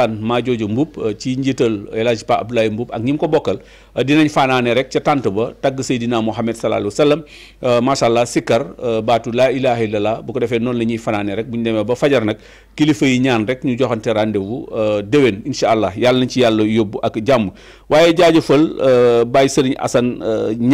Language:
Wolof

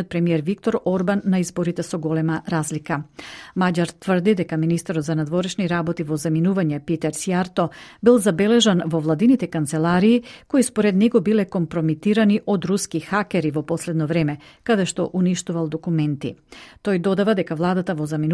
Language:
Macedonian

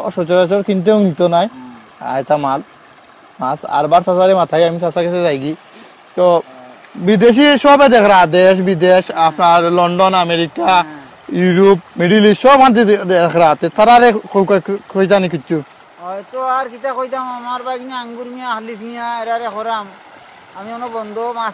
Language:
Sylheti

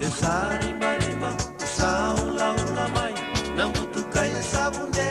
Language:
Fijian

